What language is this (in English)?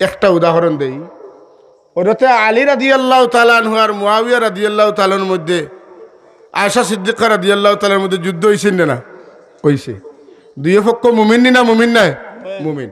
Sylheti